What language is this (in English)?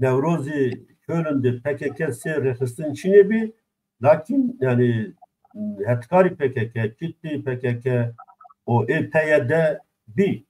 Zaza